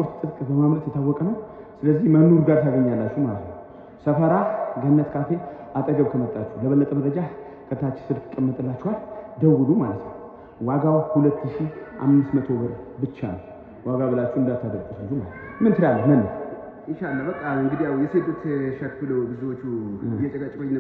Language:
Amharic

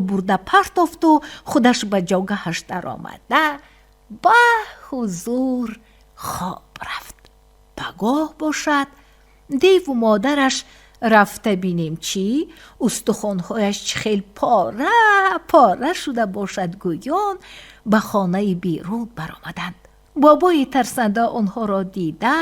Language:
Tajik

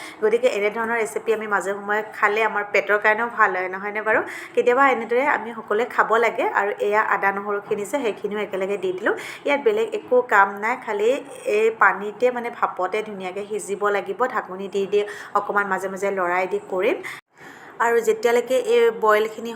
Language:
Assamese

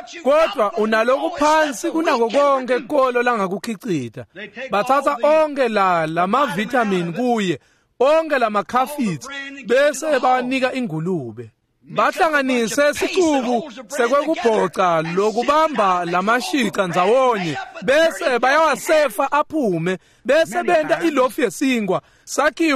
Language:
Swati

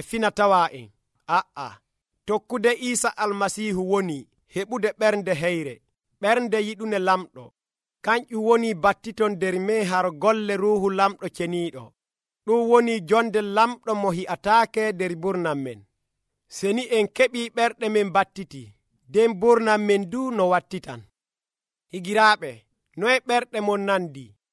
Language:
Nigerian Fulfulde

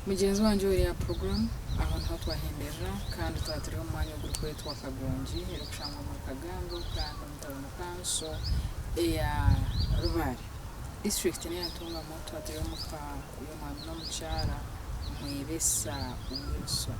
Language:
Nyankole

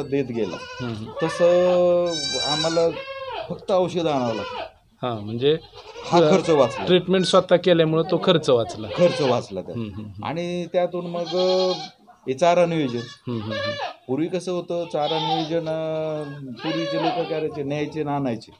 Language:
Marathi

